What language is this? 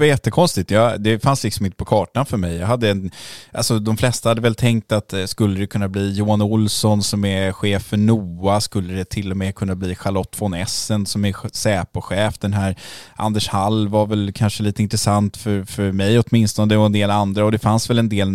Swedish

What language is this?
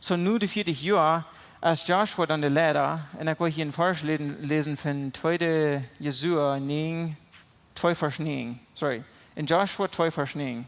Plautdietsch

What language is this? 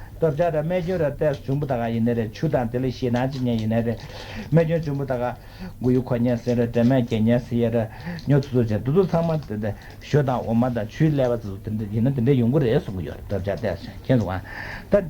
Tibetan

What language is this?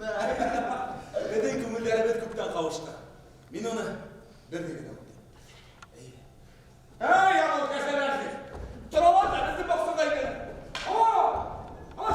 Bashkir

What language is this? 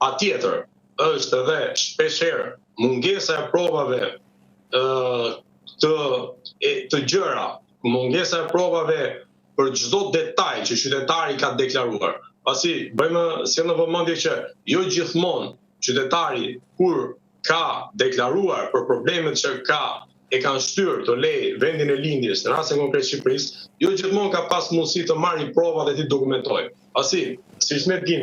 Albanian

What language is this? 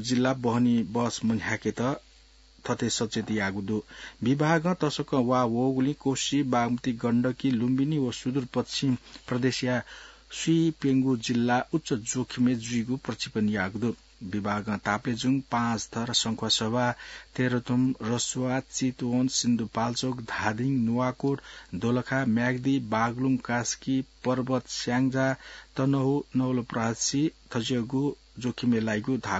Newari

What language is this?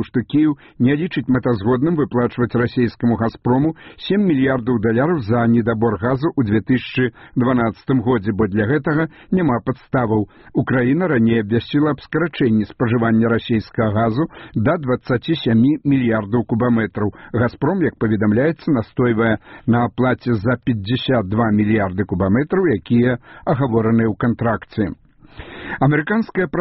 Belarusian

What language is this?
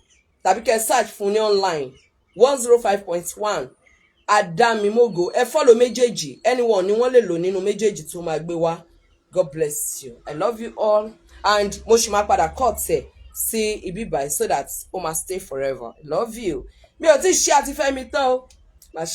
Yoruba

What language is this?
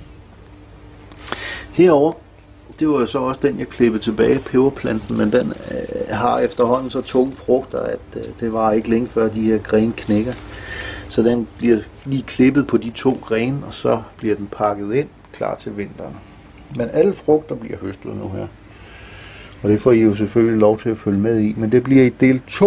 Danish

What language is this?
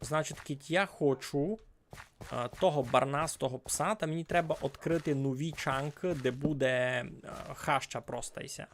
Rusyn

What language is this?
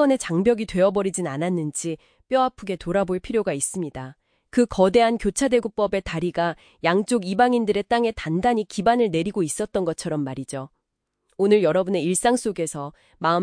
Korean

